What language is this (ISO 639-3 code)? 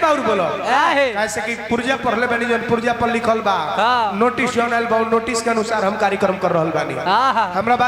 bho